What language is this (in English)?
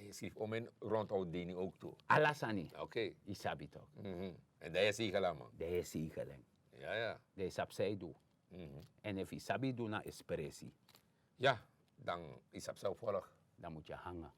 Sranan Tongo